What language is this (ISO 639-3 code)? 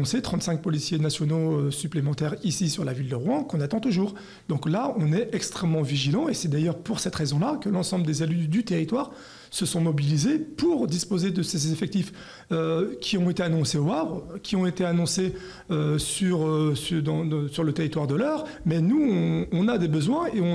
fra